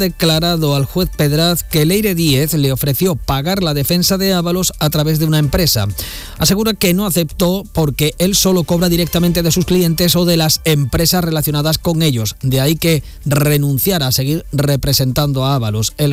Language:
Spanish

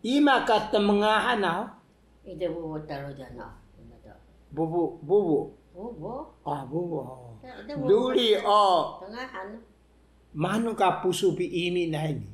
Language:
Taroko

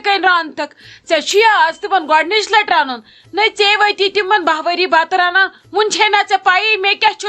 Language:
Kashmiri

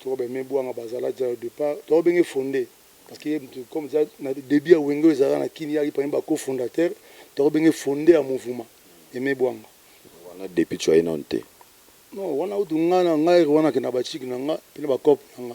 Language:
Lingala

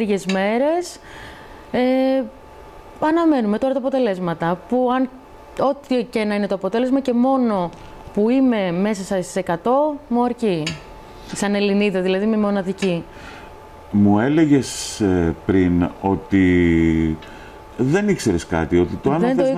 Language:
Greek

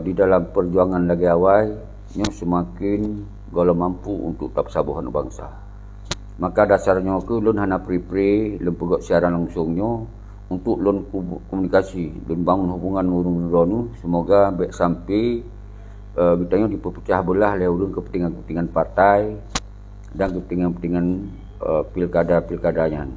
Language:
Achinese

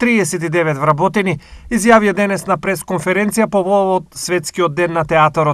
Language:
Macedonian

